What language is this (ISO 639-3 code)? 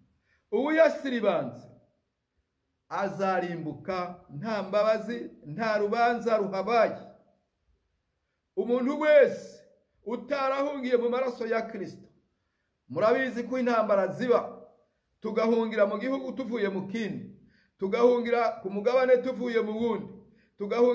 kin